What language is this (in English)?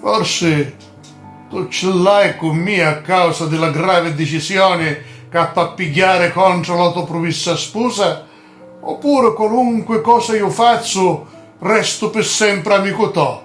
Sicilian